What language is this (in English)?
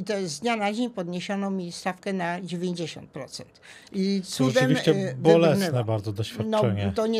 Polish